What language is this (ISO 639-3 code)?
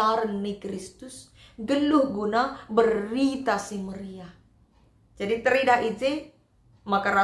btx